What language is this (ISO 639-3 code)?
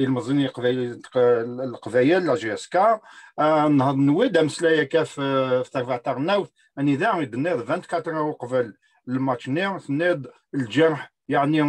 kab